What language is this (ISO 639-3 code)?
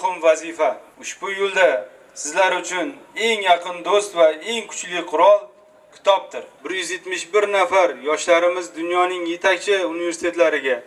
uzb